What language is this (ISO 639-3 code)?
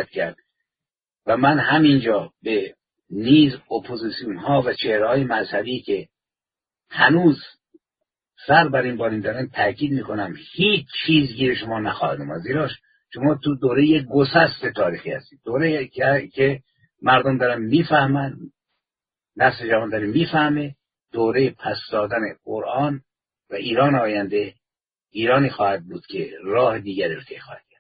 fas